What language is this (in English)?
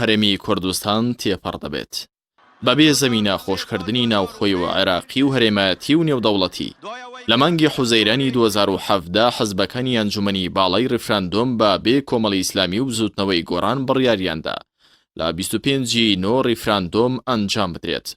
Central Kurdish